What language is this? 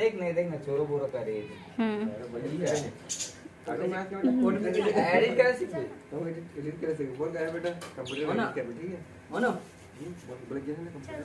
Chhattisgarhi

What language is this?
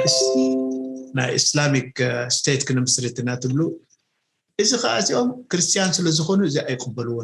Tigrinya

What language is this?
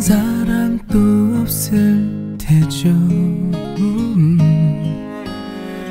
Korean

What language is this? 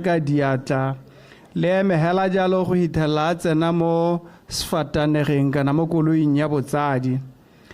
Tswana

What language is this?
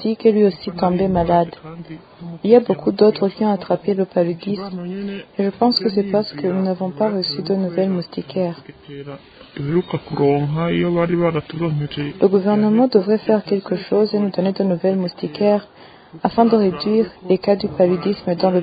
French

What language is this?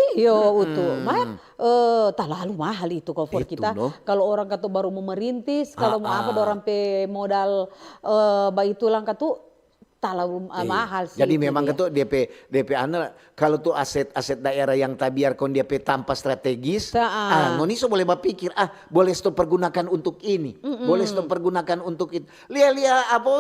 Manado Malay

